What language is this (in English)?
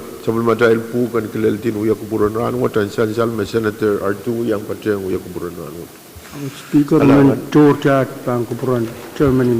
Pohnpeian